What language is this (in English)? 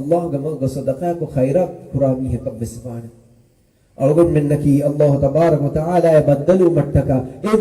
Divehi